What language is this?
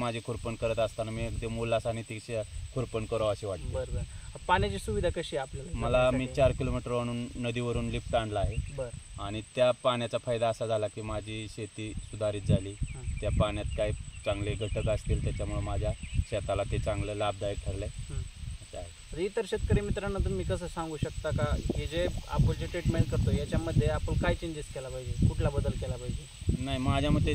Marathi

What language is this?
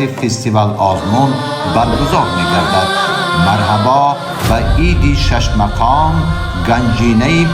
Tajik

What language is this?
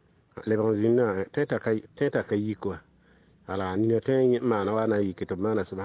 Mossi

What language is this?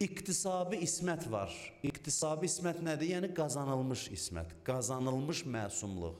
Azerbaijani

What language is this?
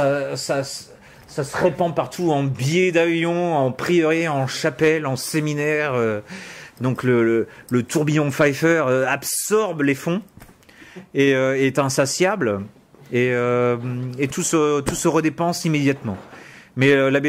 French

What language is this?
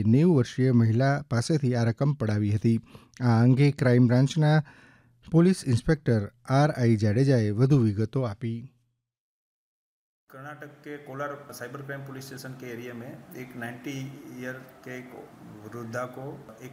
Gujarati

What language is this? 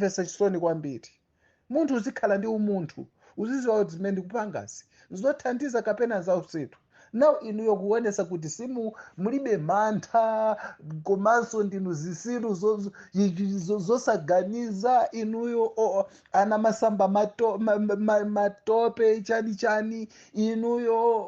Nyanja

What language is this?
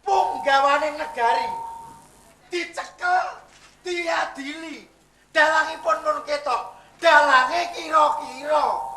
Javanese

